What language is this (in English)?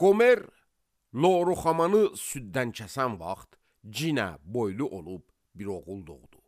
Azerbaijani